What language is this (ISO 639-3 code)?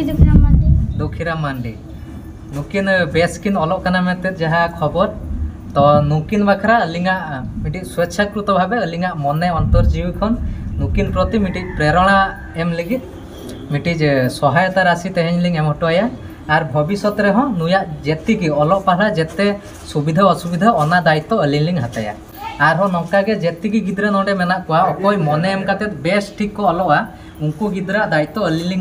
sat